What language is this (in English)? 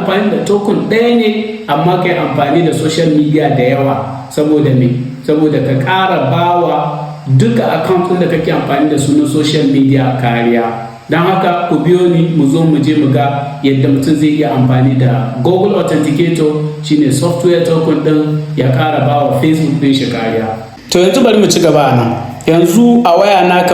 Hausa